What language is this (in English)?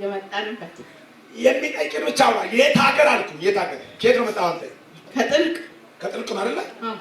Amharic